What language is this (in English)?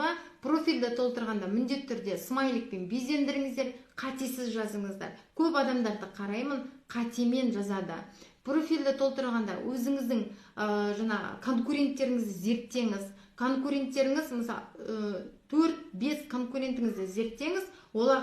Kazakh